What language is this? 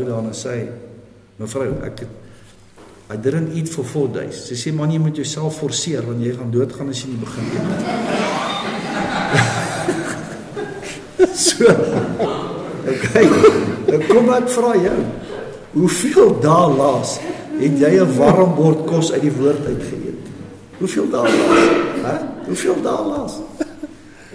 Afrikaans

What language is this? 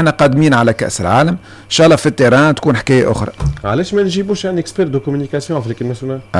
Tunisian Arabic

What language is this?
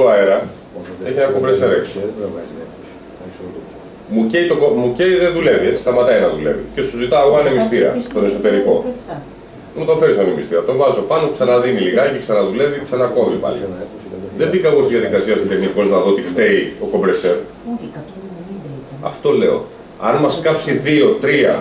Greek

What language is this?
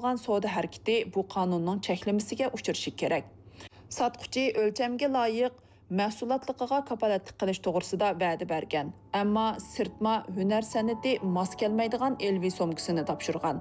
Uyghur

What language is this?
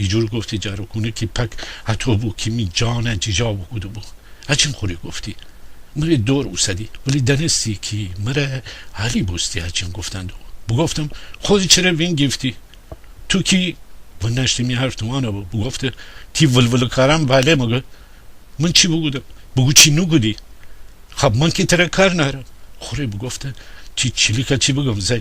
Gilaki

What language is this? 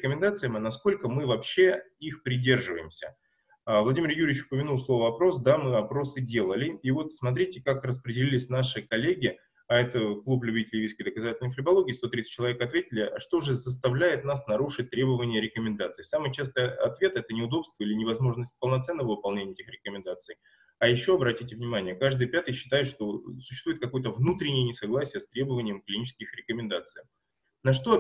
Russian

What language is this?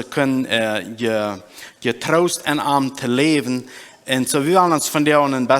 Plautdietsch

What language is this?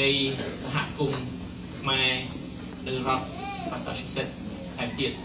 Khmer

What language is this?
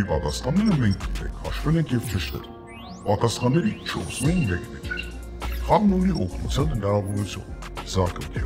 Armenian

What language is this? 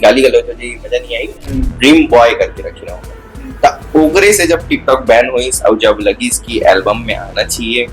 Chhattisgarhi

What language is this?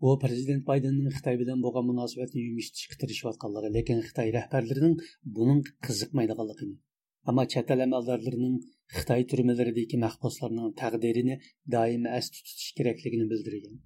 Uyghur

